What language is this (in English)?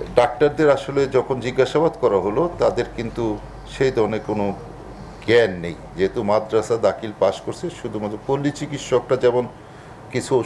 Bangla